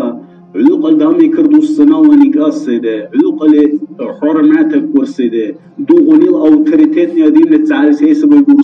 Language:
Dargwa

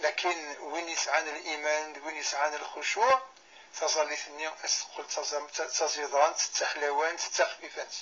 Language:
Kabyle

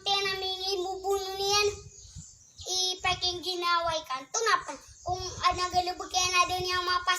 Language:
Maranao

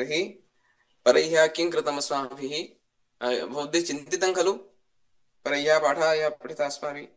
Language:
Sanskrit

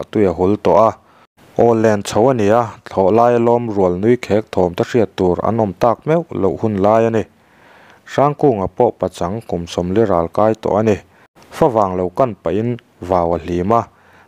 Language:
Mizo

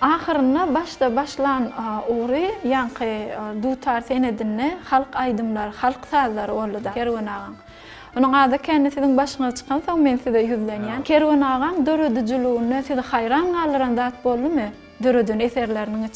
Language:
Turkmen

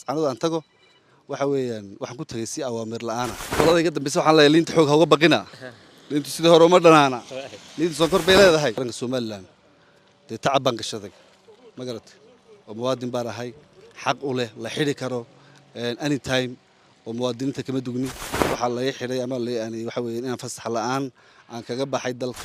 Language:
Somali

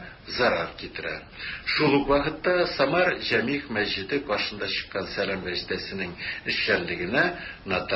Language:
Tatar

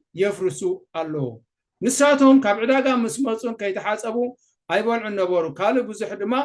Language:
Tigrinya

